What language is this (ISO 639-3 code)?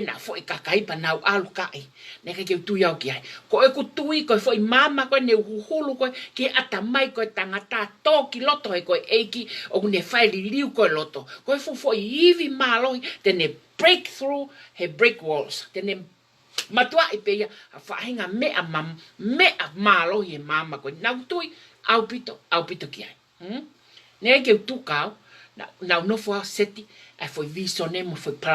ton